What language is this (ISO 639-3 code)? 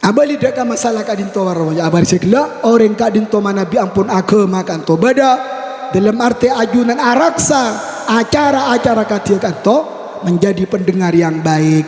mad